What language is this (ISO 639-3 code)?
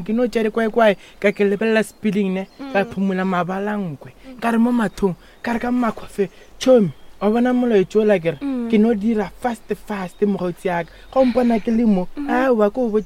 nso